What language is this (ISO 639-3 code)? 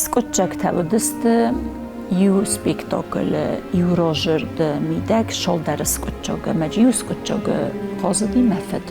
oss